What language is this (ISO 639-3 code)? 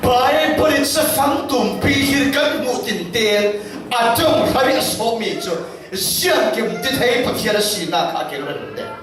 cfm